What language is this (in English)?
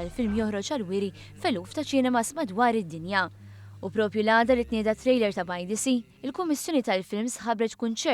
Maltese